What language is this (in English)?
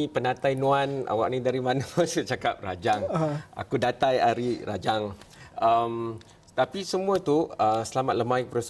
Malay